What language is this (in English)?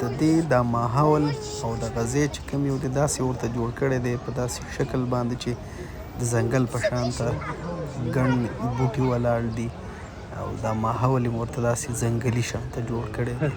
Pashto